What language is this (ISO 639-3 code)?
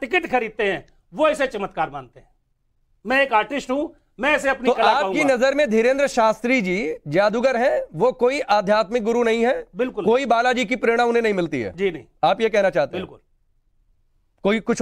hin